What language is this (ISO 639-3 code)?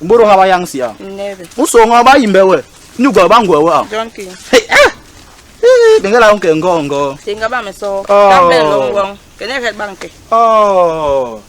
bas